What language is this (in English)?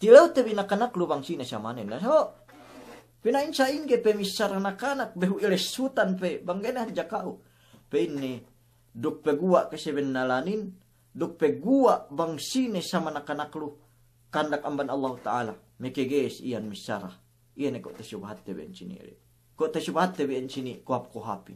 Yakan